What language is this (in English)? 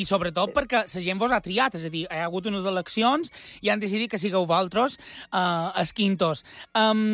Catalan